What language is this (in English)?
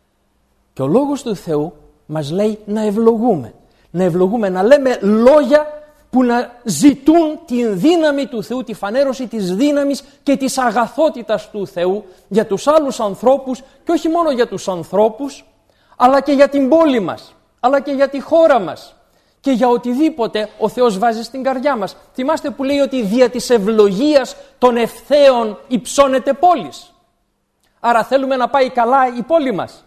Greek